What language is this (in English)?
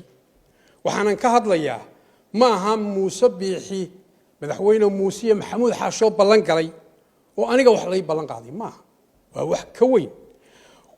Somali